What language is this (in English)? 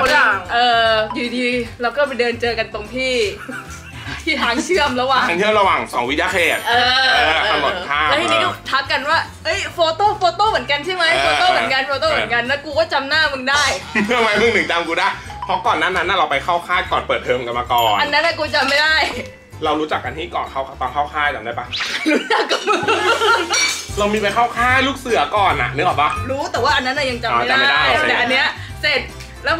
Thai